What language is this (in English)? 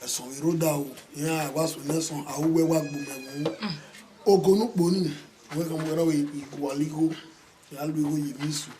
Bini